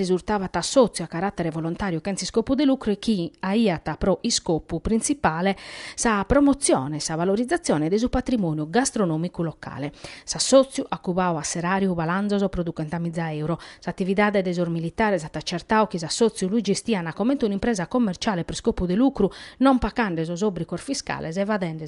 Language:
Sardinian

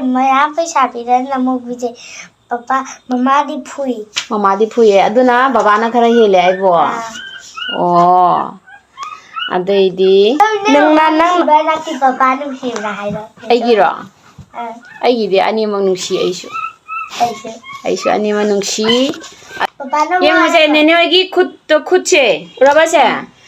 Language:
Manipuri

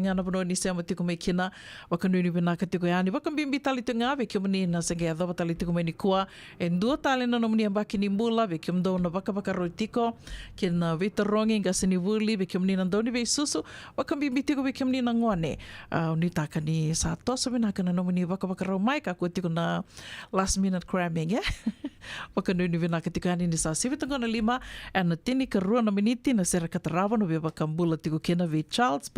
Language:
Fijian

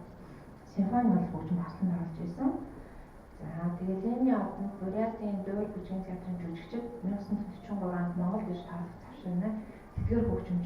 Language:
Mongolian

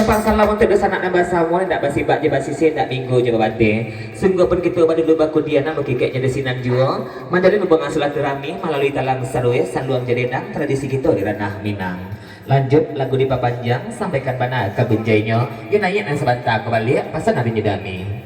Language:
Minangkabau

